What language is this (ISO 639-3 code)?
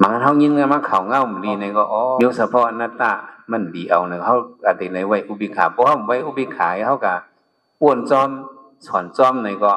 shn